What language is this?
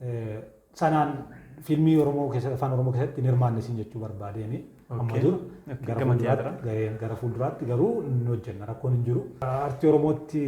Oromo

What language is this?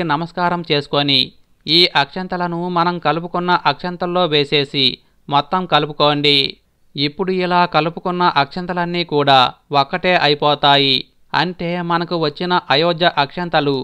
Telugu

